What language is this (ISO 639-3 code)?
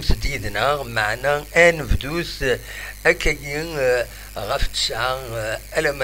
kab